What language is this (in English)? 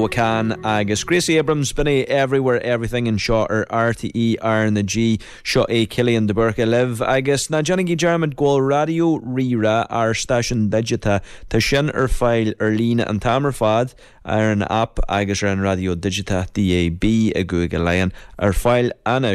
Irish